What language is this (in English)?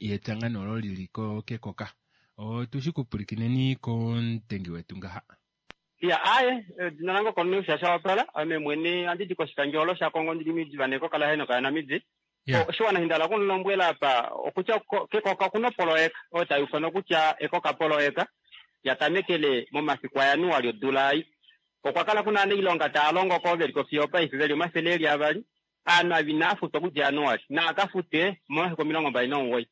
Kuanyama